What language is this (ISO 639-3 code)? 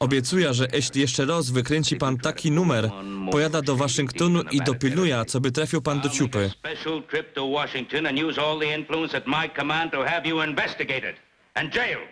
szl